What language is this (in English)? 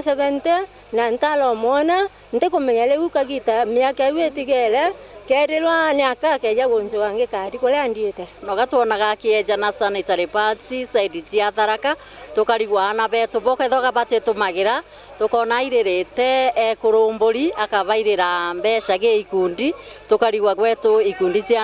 Meru